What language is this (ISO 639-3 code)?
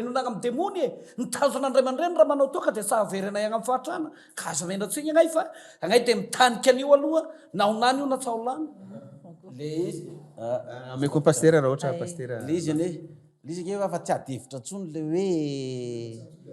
mlg